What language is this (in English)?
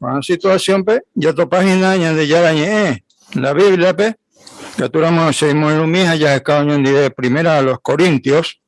Guarani